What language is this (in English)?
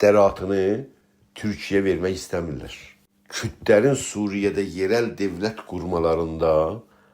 South Azerbaijani